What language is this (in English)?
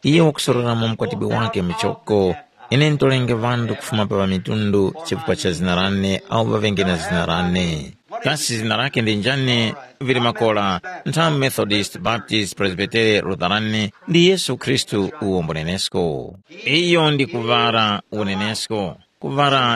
Tumbuka